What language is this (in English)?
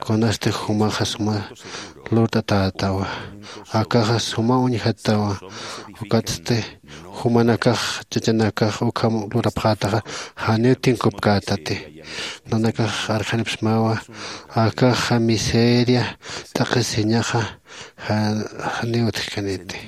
Aymara